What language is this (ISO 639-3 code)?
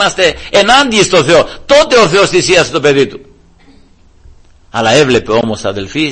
ell